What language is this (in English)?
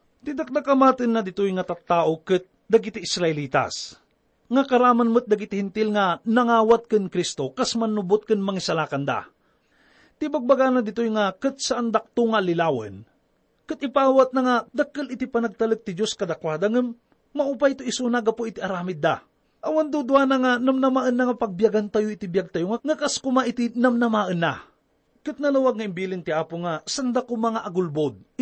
Iloko